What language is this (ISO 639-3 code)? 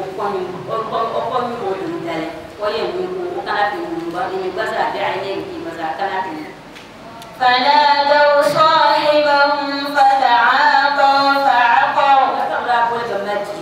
dag